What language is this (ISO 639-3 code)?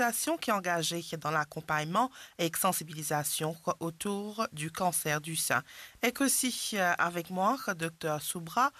mfe